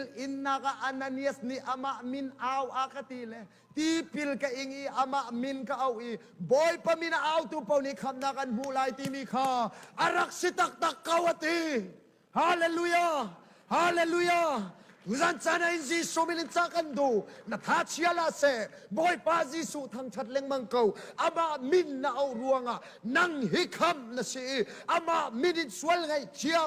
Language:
Hakha Chin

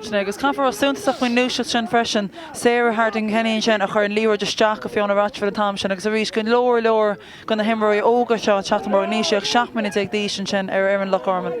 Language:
Irish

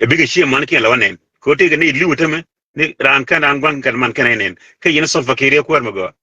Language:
Nuer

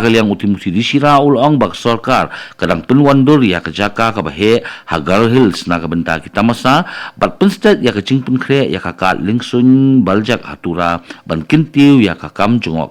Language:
Khasi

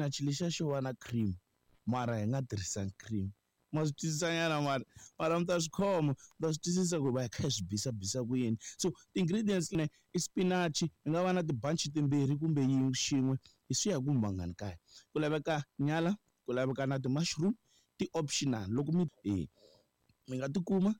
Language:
Tsonga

